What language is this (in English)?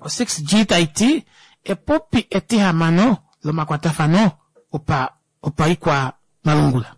Kuanyama